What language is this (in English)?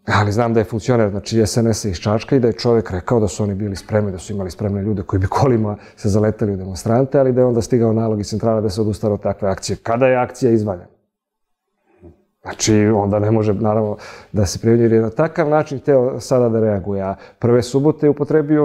Serbian